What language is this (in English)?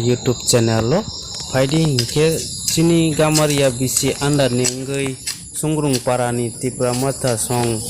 Kok Borok